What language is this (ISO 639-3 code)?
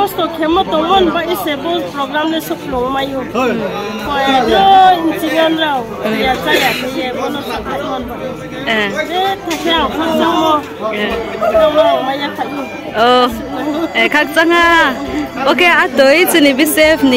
ria